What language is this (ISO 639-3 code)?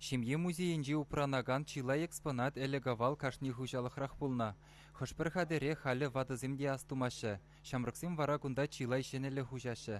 chv